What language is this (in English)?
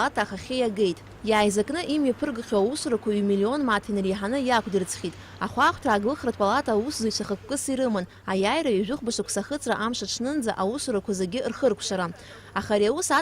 Abkhazian